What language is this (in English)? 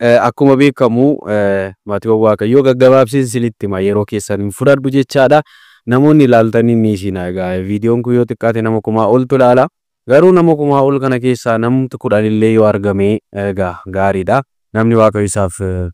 Oromo